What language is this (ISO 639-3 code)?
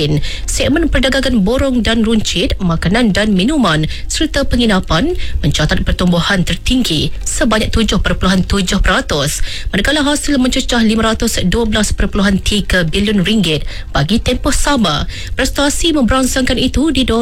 msa